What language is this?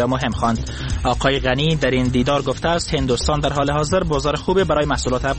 Persian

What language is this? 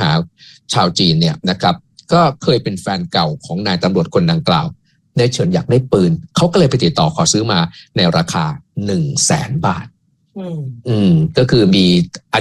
Thai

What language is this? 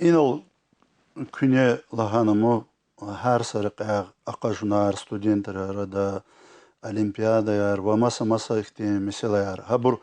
Lezghian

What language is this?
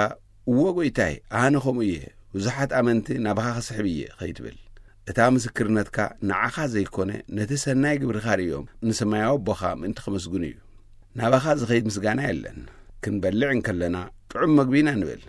Tigrinya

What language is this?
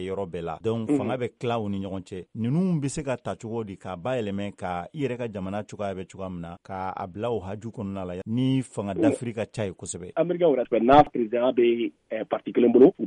Bambara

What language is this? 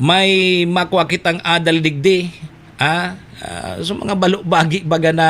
Bikol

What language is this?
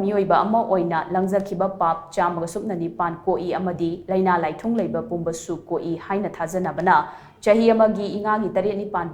Manipuri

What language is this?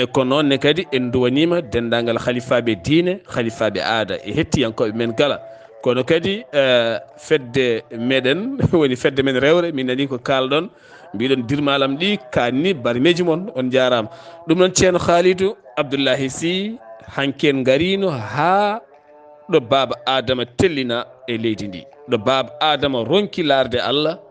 Fula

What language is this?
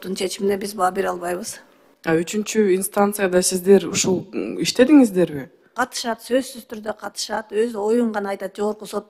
Kyrgyz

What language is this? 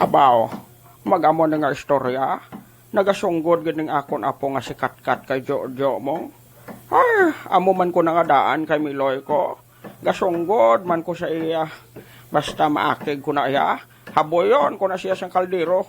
Hiligaynon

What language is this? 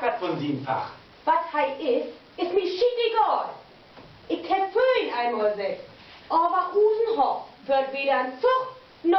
Low German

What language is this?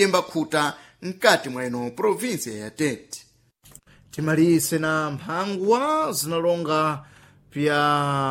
Sena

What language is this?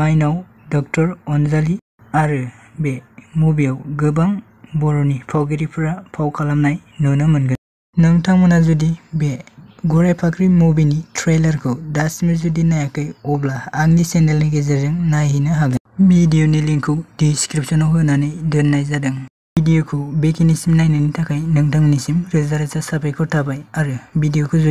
Bodo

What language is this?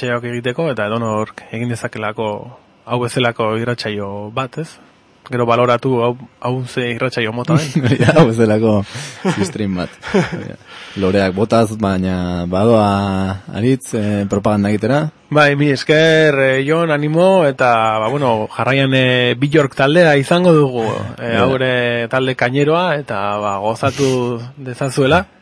Basque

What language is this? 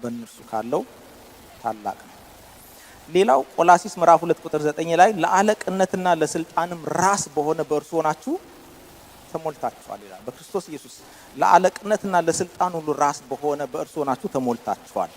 Amharic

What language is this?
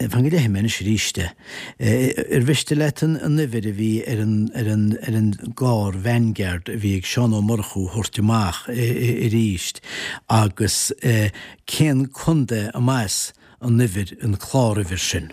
Irish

